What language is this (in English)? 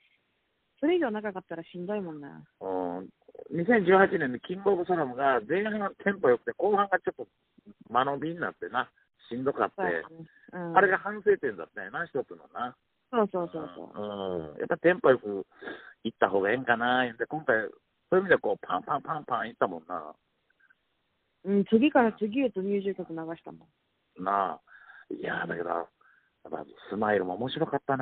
Japanese